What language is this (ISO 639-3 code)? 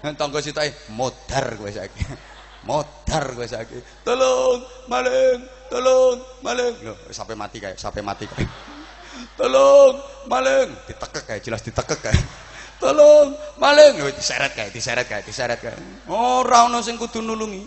jav